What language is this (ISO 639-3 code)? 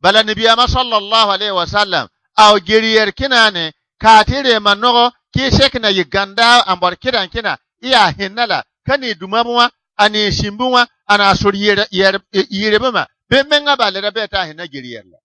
bib